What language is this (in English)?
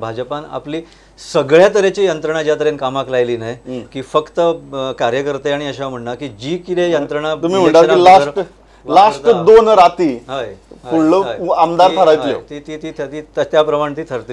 Konkani